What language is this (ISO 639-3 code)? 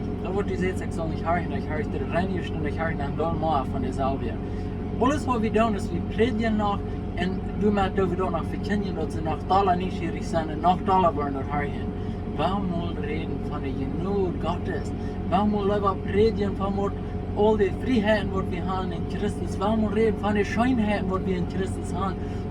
pdt